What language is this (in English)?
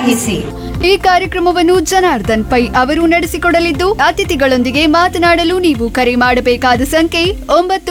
Kannada